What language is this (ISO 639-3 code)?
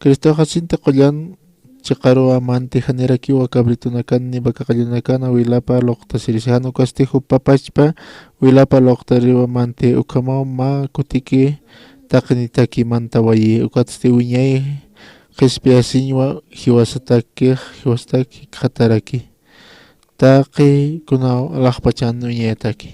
aym